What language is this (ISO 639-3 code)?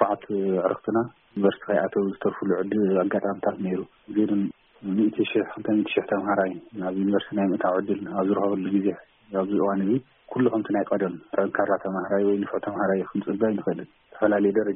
tir